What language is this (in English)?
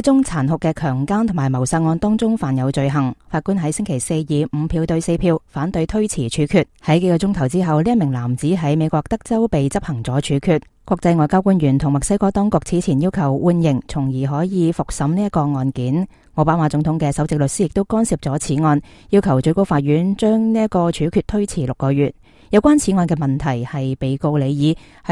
Cantonese